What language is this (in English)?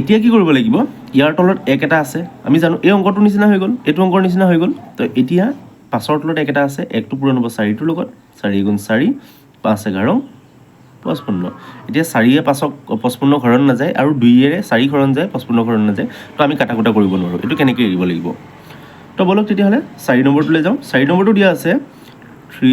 Assamese